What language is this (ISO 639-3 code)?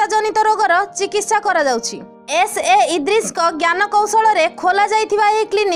ori